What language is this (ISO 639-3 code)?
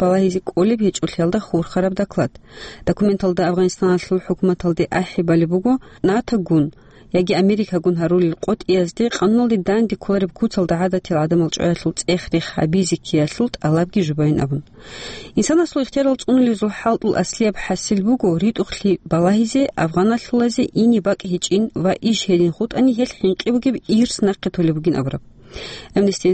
ava